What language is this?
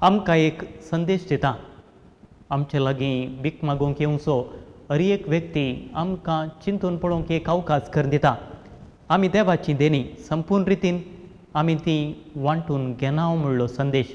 Konkani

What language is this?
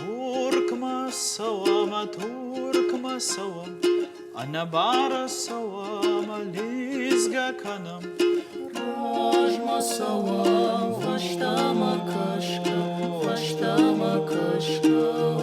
Ossetic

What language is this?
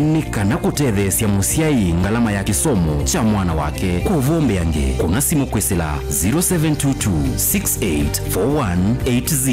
Kamba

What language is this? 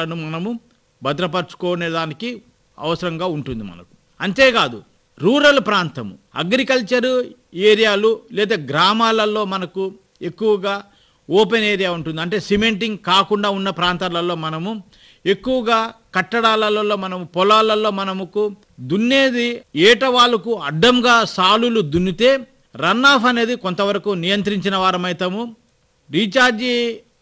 Telugu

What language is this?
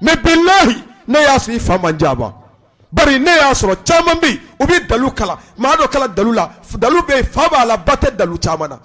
Bambara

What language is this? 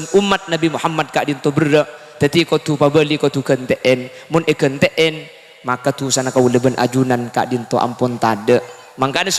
Madurese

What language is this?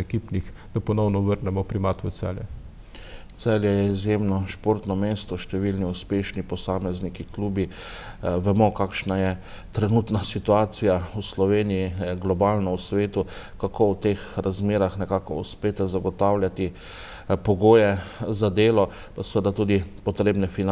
Slovenian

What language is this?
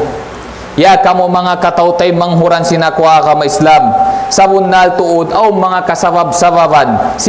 Tausug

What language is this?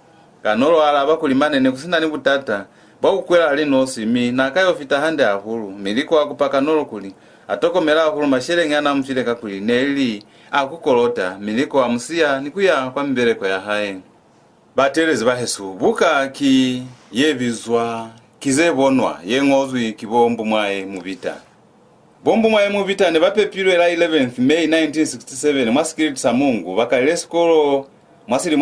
Lozi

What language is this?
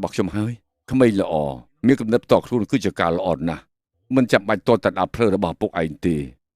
Khmer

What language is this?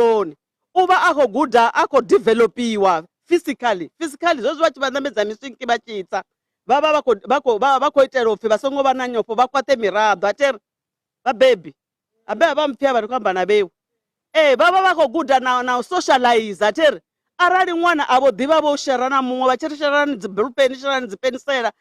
Venda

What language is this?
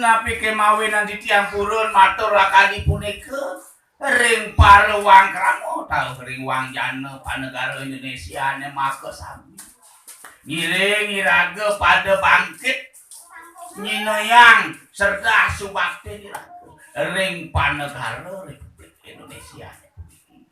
Balinese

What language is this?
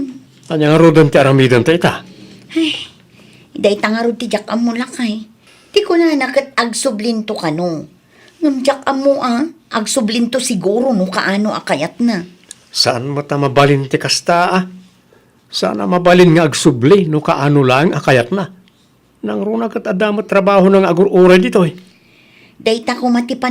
Iloko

